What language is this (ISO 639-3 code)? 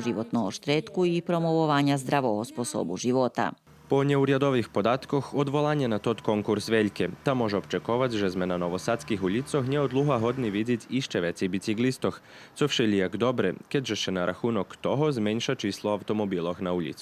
rue